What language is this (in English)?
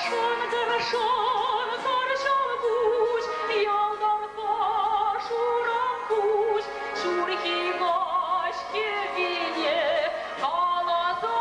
Chuvash